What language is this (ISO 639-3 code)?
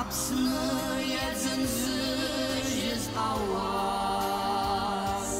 abk